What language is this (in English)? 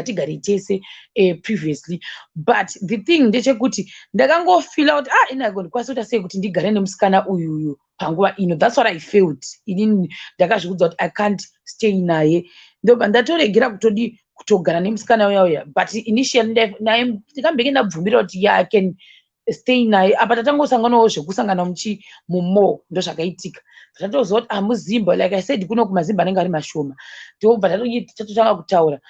Shona